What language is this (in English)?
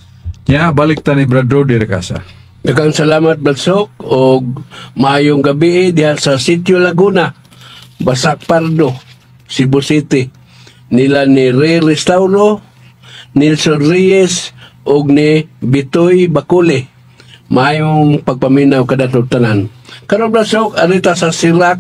Cebuano